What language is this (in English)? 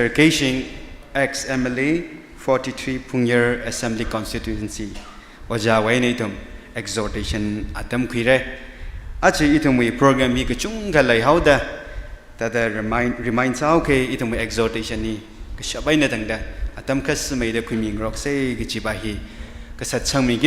Tangkhul Naga (India)